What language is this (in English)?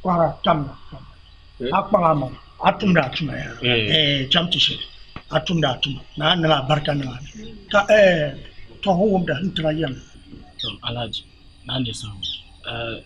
Dagbani